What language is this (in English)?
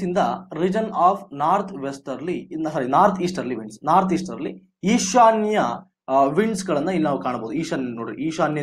Kannada